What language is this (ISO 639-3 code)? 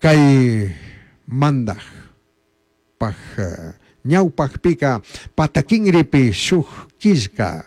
qug